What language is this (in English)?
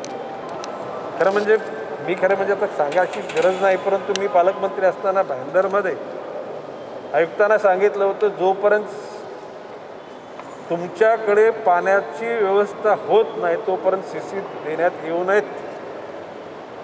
Marathi